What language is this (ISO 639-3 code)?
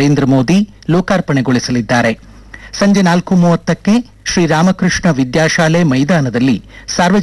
kan